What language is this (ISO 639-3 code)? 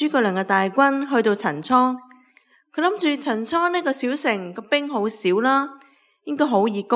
yue